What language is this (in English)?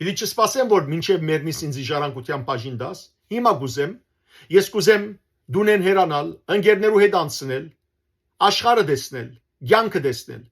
Western Armenian